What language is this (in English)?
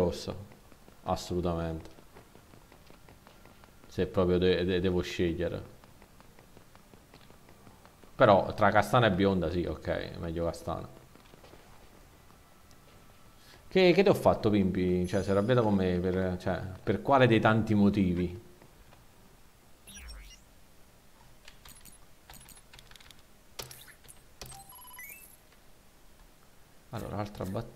Italian